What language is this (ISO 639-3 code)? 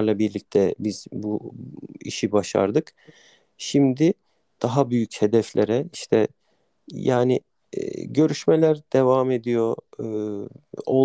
tur